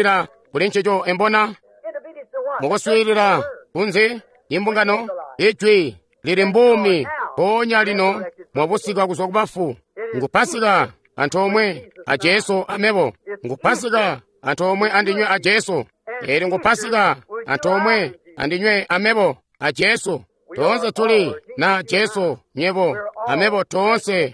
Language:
Tonga (Zambia)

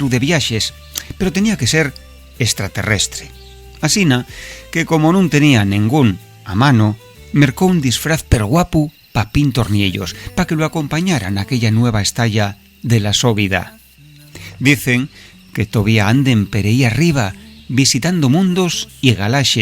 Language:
Asturian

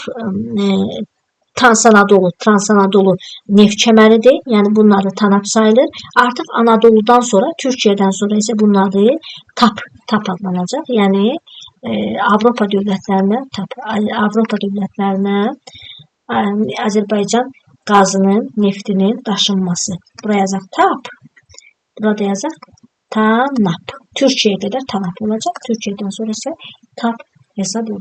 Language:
Azerbaijani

